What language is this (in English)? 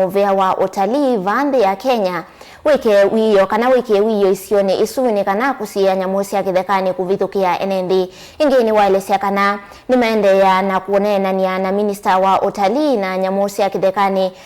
Kamba